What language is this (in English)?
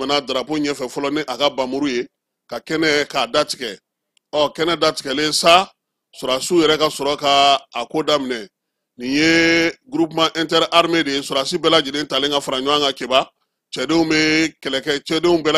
Bambara